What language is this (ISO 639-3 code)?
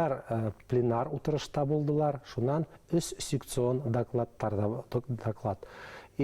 bak